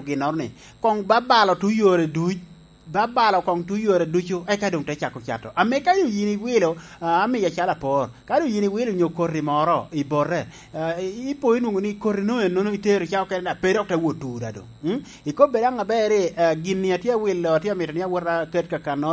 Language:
Lango (Uganda)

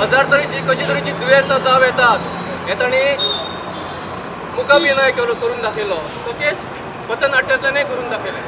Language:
Konkani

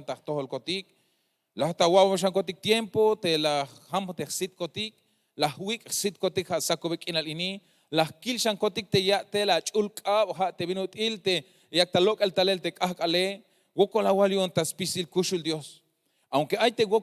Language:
Tzeltal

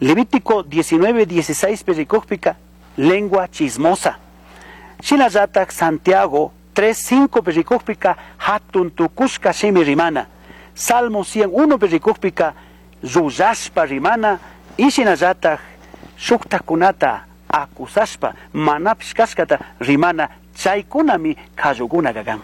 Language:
Chimborazo Highland Quichua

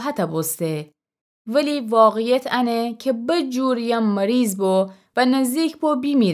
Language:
Gilaki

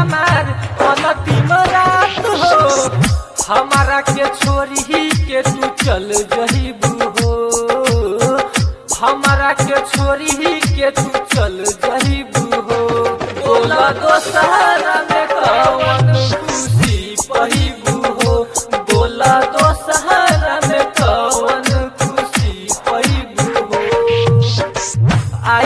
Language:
Bhojpuri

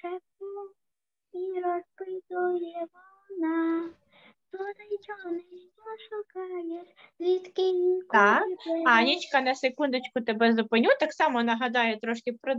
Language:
Ukrainian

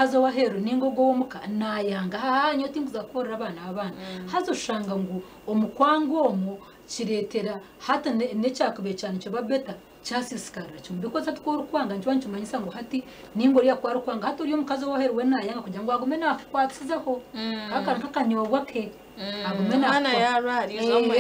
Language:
Nyankole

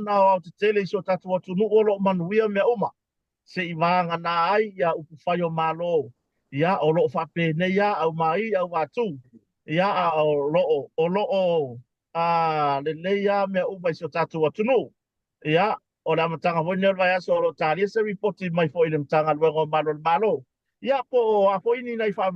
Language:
Samoan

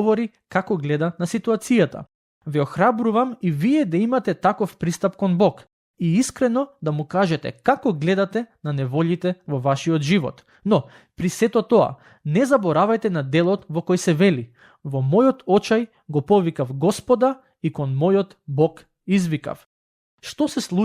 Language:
Macedonian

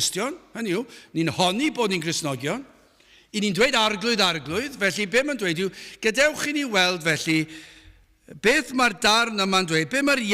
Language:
Welsh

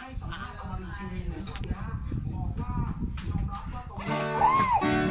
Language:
Lao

